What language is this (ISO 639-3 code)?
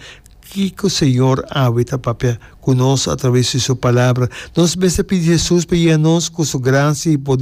pap